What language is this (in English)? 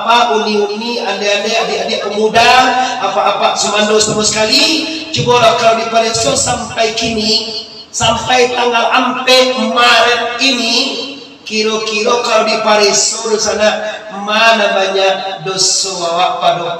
Minangkabau